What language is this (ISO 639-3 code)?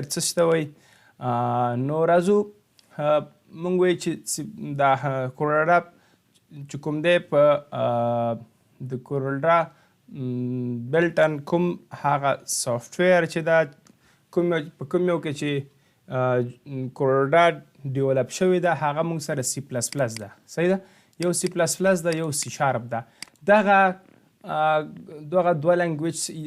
pus